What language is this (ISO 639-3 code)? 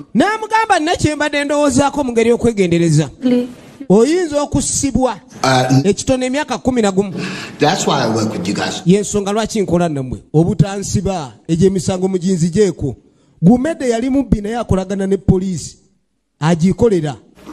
lug